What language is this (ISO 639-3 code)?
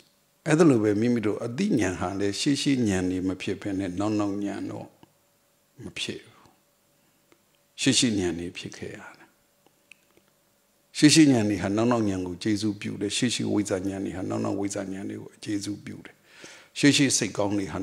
mya